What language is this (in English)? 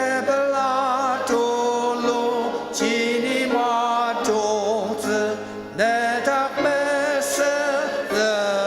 Ao Naga